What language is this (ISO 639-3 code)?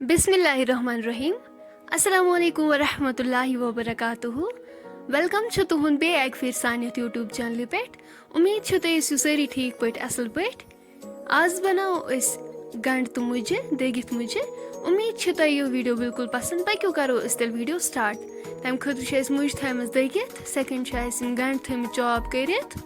kas